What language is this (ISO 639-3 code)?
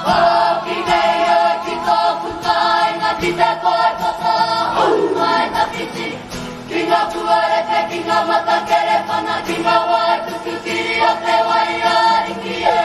mri